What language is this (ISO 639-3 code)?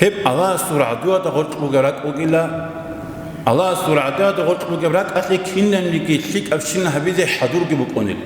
ava